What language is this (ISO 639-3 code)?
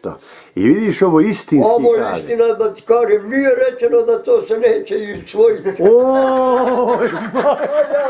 bos